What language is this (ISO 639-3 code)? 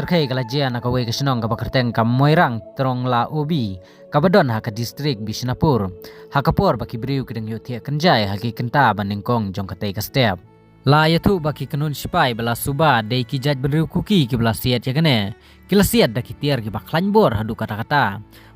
kha